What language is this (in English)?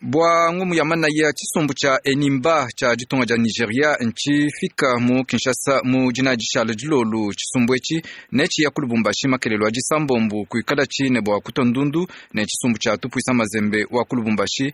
Luba-Lulua